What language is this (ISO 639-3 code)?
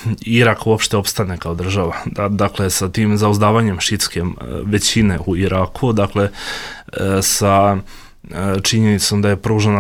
bos